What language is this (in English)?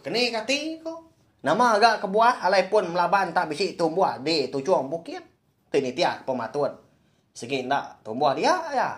Iban